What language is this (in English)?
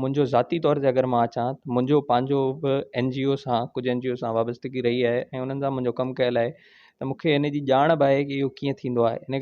Sindhi